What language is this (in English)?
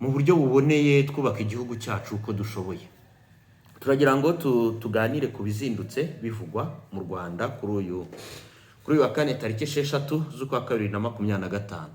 Kinyarwanda